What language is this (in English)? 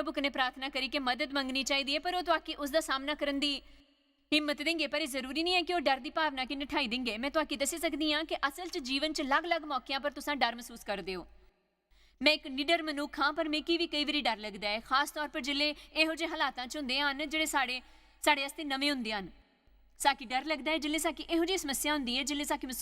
Dogri